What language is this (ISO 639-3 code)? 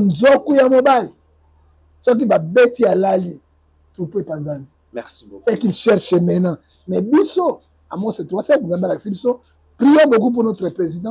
lin